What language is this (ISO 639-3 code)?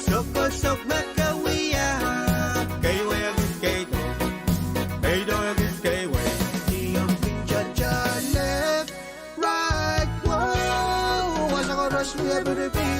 pon